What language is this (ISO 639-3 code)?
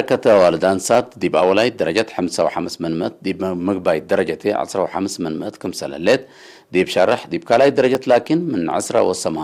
tig